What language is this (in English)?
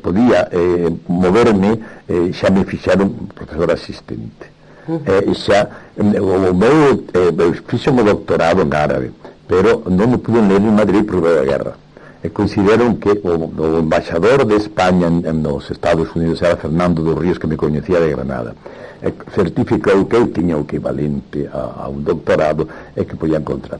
Galician